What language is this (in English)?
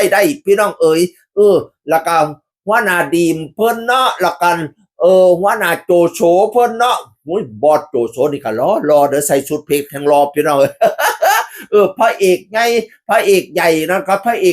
Northeastern Thai